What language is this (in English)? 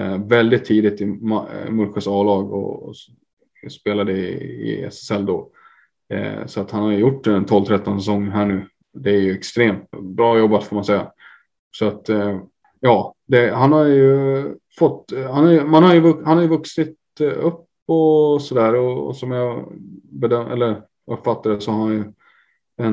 Swedish